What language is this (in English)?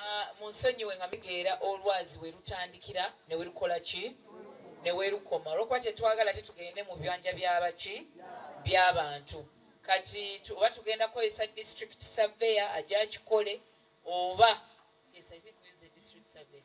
Ganda